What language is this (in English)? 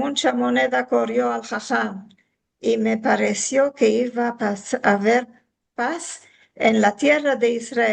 Ladino